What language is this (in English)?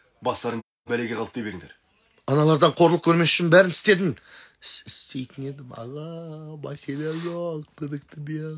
Kazakh